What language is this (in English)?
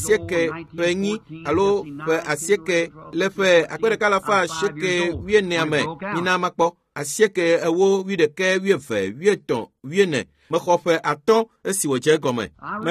Ewe